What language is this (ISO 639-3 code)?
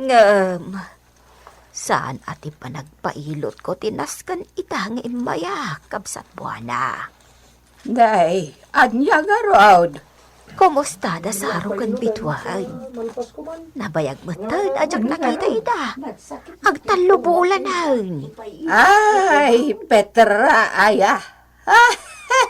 ilo